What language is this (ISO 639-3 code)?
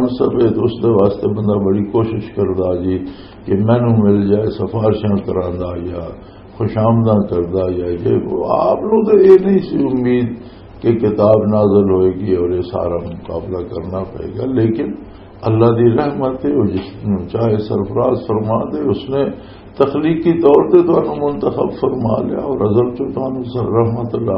lah